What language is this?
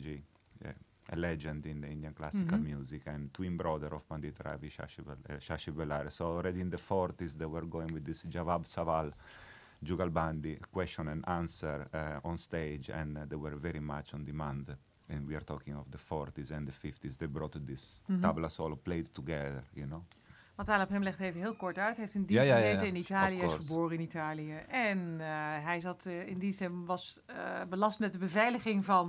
Dutch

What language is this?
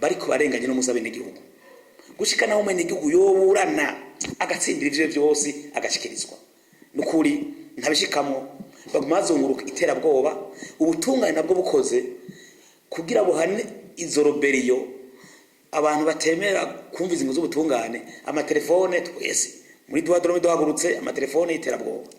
Rundi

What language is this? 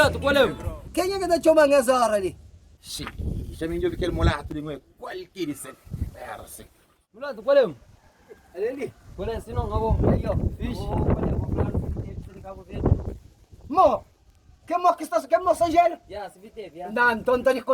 Kabuverdianu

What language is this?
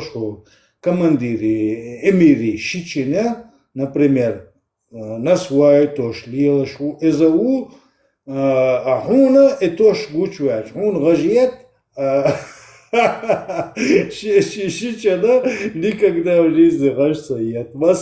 Chechen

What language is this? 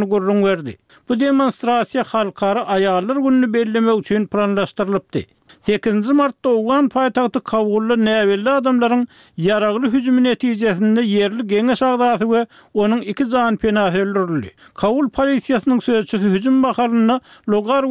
Turkmen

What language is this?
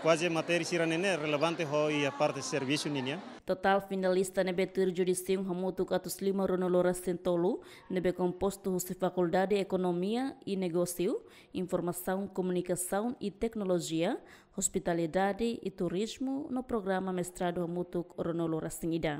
Tetum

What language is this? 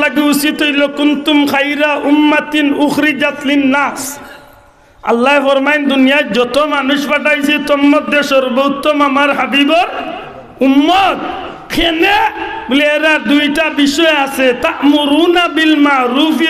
Sylheti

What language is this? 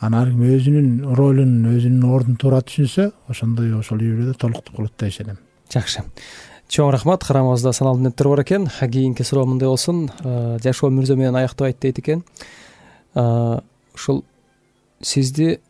Kyrgyz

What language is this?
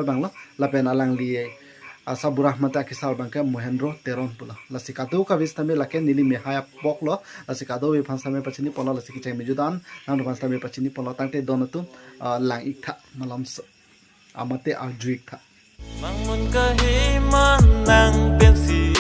Karbi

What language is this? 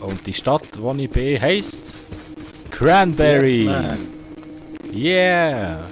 Swiss German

